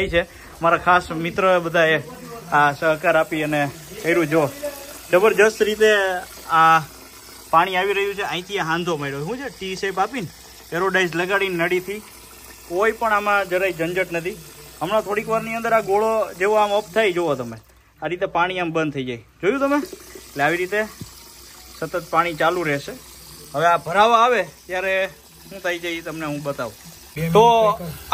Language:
Gujarati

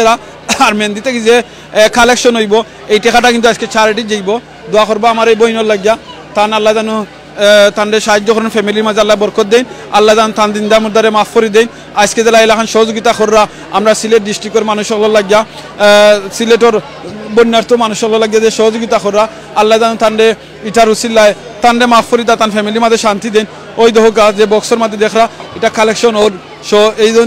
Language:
Sylheti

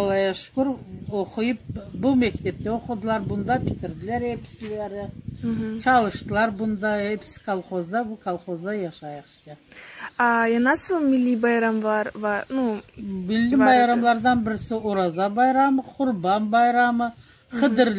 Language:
Crimean Tatar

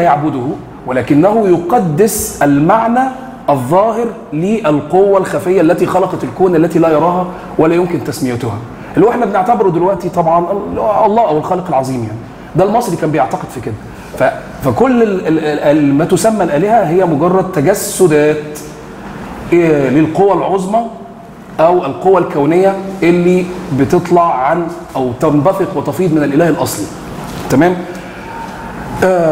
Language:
Egyptian Arabic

